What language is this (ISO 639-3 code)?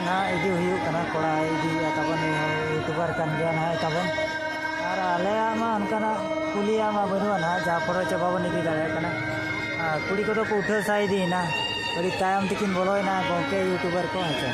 sat